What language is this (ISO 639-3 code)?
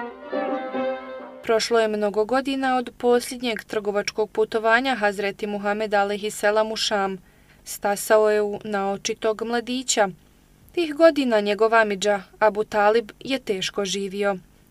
bos